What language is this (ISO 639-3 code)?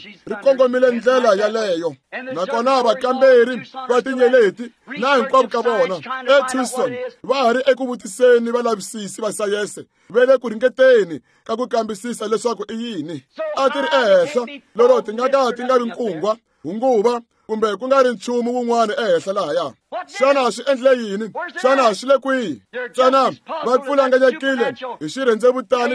tso